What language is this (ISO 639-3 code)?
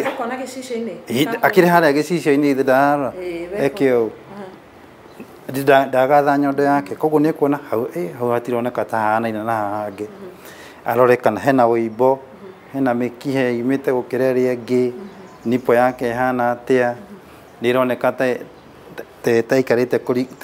kik